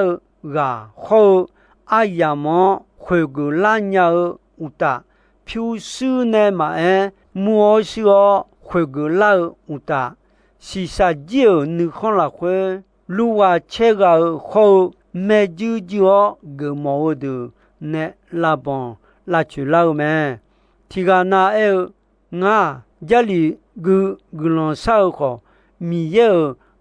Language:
Akha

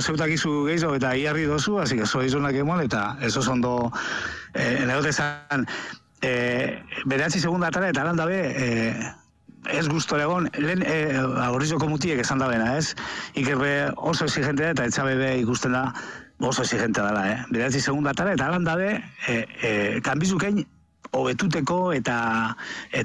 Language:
Basque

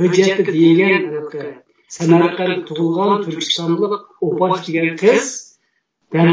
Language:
Uyghur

